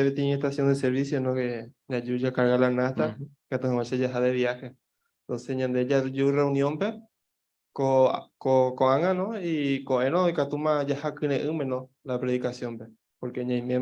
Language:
Guarani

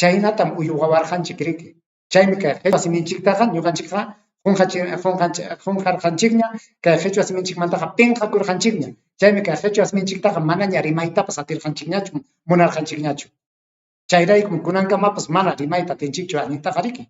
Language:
Ayacucho Quechua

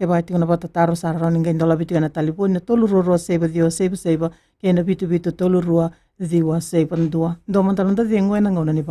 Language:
Fijian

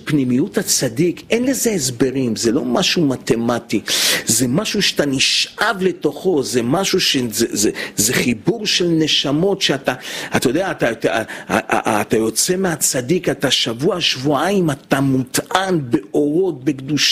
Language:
Hebrew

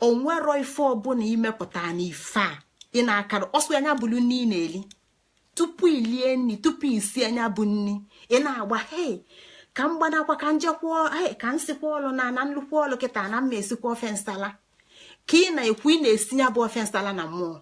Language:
Igbo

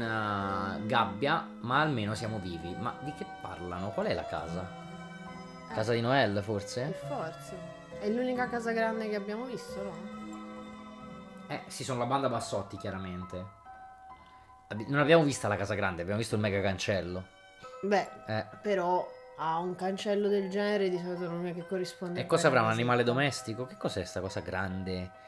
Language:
Italian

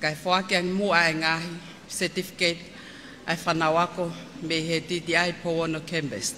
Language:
Tongan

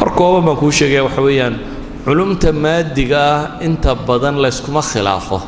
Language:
Somali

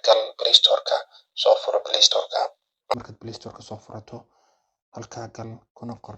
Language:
Somali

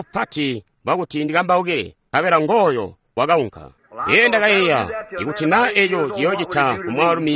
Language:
Tonga (Zambia)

